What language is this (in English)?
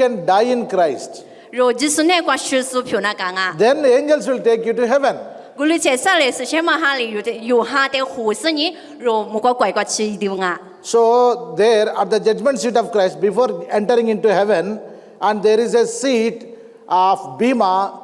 Lisu